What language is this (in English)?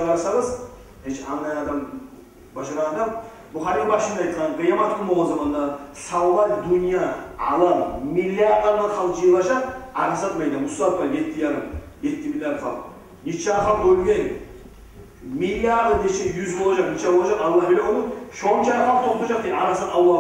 Kumyk